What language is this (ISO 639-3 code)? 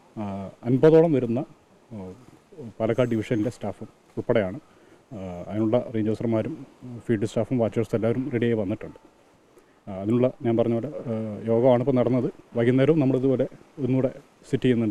mal